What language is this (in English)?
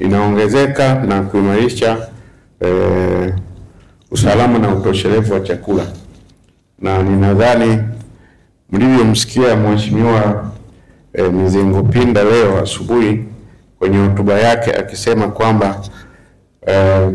Swahili